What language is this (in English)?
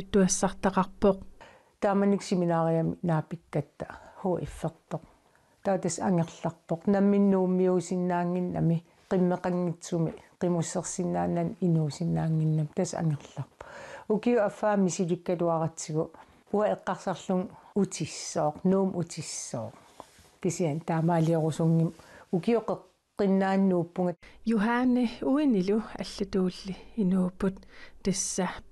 Kalaallisut